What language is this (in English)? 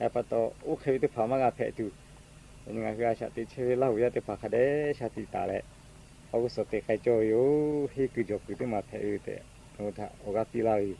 Lahu